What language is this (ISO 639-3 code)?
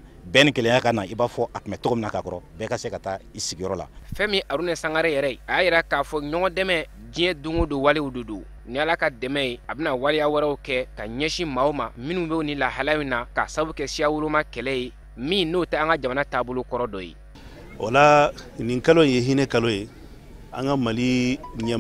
bam